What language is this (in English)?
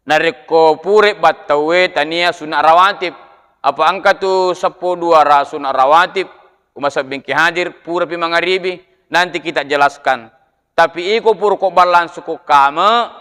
Buginese